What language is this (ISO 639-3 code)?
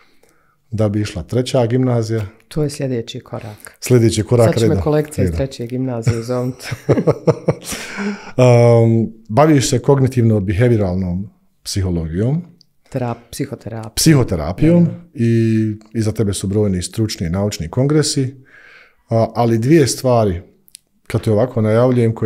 bos